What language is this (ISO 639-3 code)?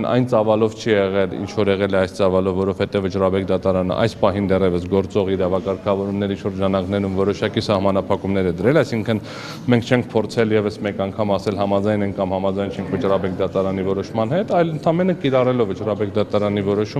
hye